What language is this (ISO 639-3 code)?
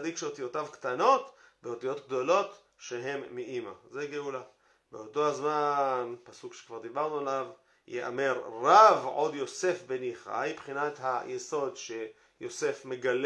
heb